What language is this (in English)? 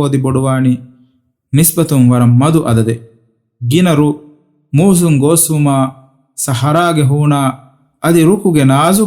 Divehi